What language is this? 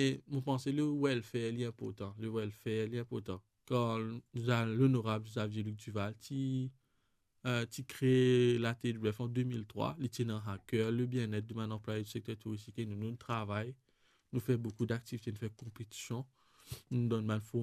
Morisyen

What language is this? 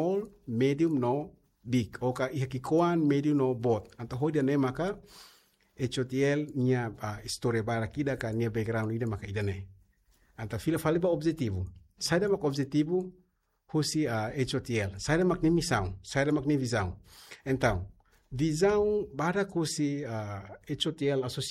Tetum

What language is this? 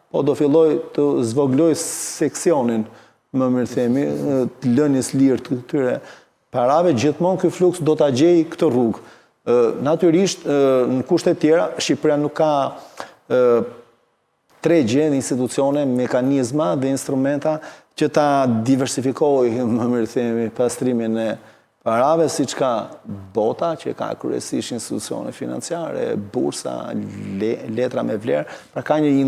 Albanian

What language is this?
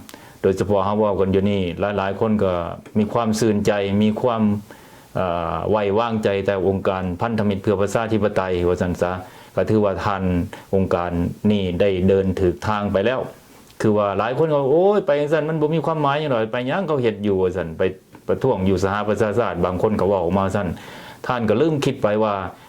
Lao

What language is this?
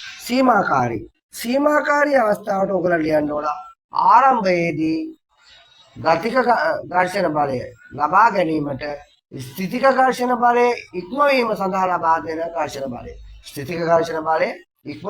Sinhala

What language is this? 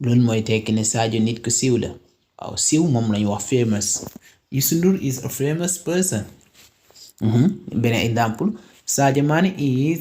Wolof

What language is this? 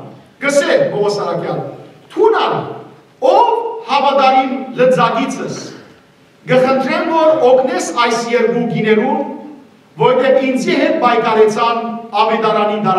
Western Armenian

